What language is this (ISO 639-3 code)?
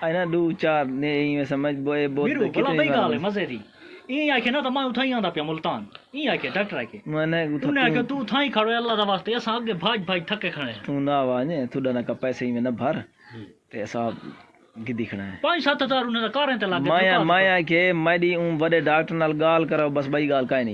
skr